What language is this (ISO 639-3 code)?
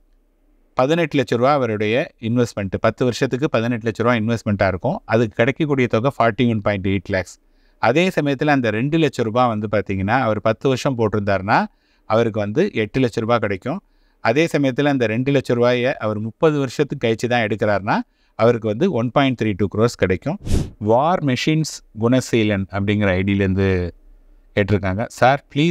tam